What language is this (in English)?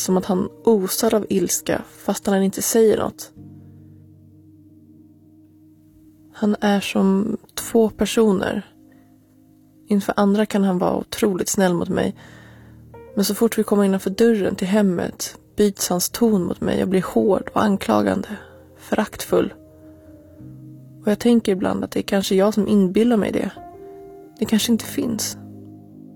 Swedish